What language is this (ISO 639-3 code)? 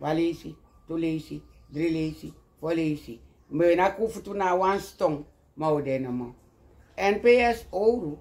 srn